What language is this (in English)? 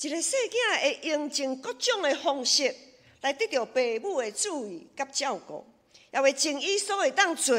Min Nan Chinese